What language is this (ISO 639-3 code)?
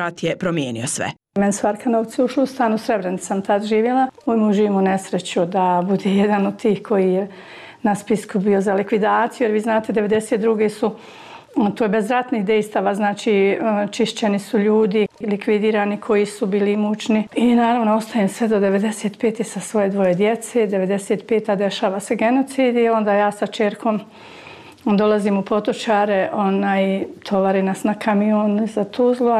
bos